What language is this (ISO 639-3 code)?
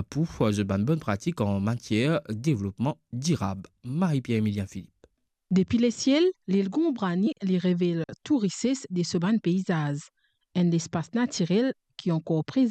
mfe